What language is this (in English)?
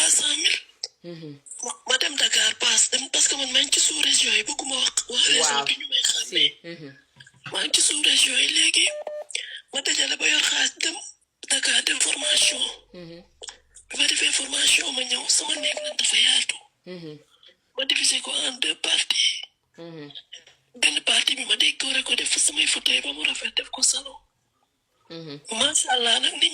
Wolof